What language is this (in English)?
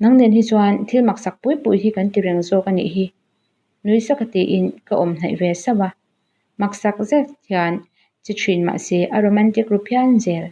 Mizo